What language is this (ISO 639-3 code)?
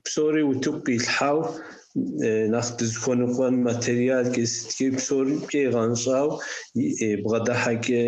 kbd